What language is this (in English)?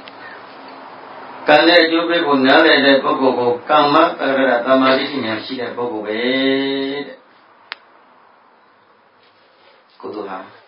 Burmese